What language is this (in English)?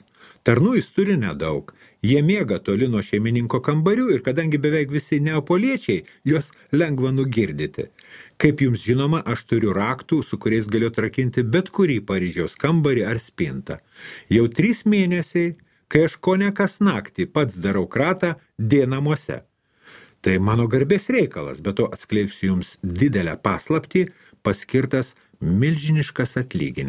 Lithuanian